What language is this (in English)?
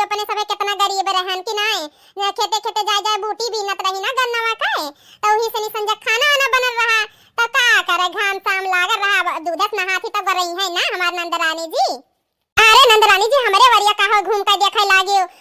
Awadhi